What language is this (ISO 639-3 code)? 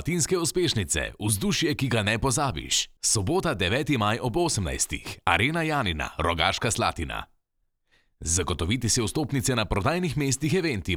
slv